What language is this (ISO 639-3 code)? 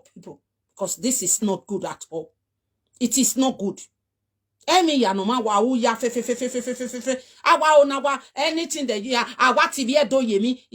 pcm